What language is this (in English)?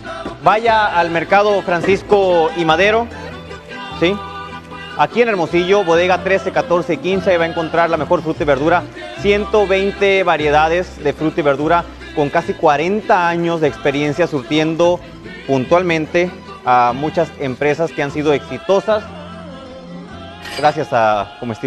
Spanish